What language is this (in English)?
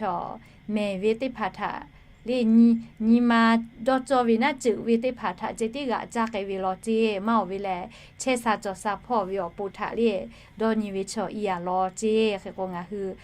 Lahu